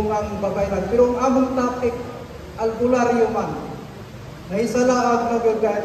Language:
Cebuano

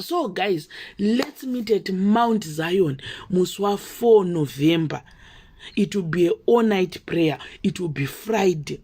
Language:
Shona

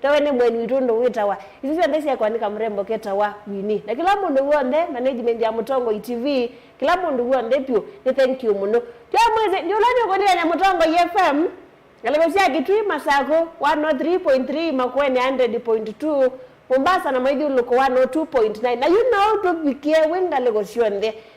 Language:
Kamba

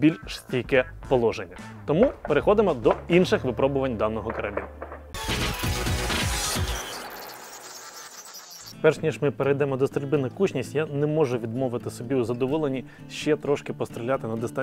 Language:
Ukrainian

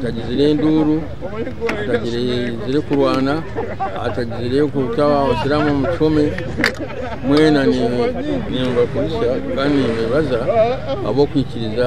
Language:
Nyankole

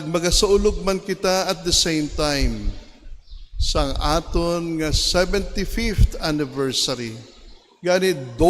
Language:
Hiligaynon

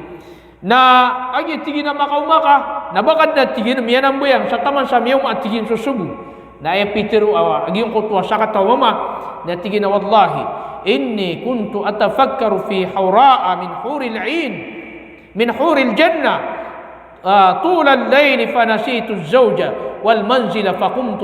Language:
Maranao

